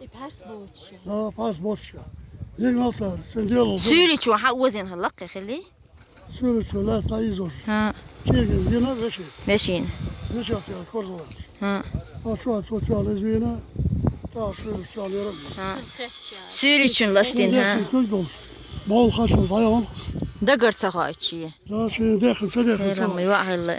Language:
Chechen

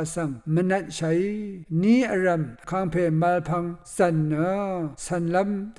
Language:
Rawang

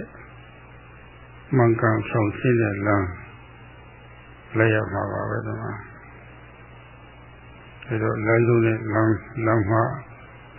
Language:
Burmese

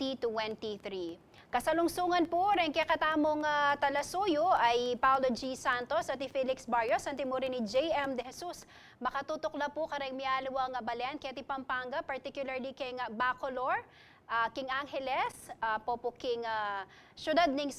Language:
Pampanga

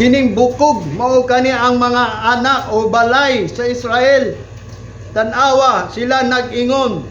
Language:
Cebuano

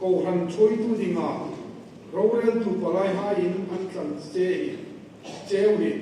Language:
Hmar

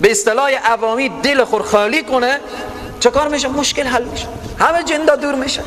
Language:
Persian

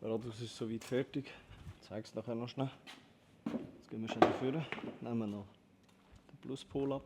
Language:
Swiss German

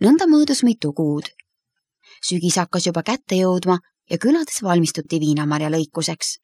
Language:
Estonian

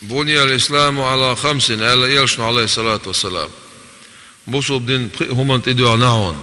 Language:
Chechen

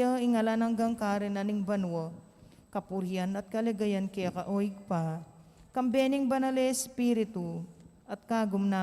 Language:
Pampanga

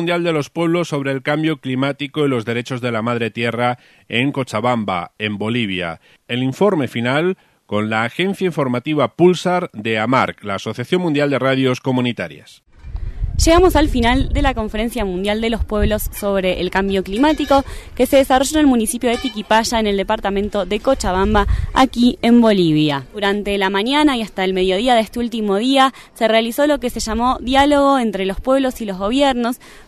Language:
Spanish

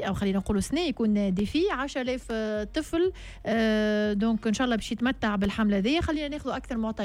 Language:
Tunisian Arabic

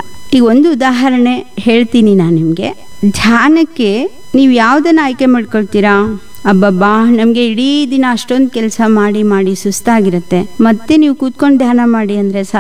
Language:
Kannada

